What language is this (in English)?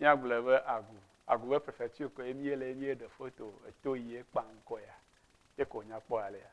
Ewe